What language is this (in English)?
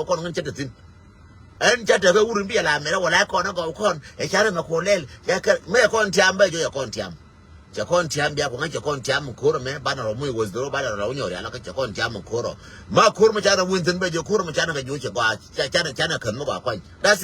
Nuer